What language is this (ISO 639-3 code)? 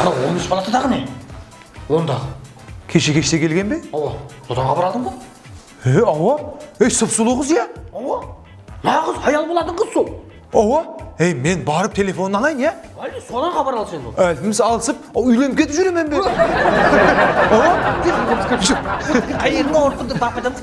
kaa